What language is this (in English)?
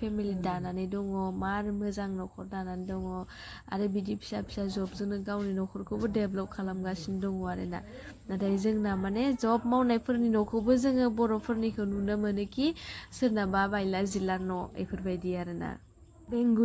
Bodo